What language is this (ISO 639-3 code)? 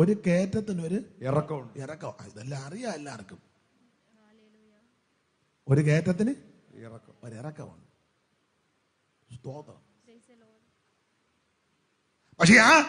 mal